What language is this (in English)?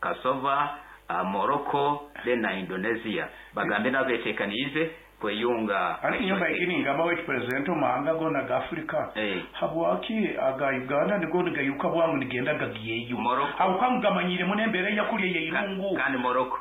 Nyankole